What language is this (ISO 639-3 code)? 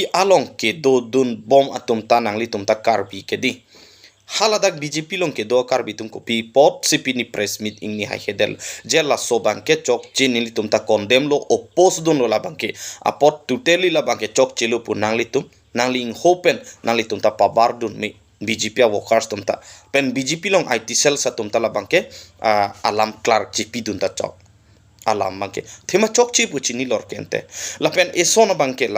mjw